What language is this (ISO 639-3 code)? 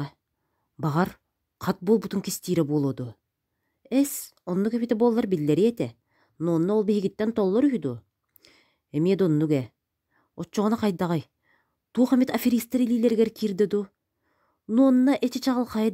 sah